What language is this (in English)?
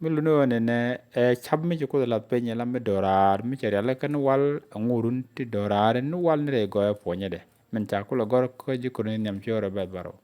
Nuer